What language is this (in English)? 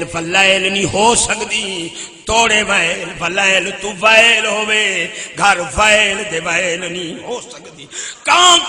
Saraiki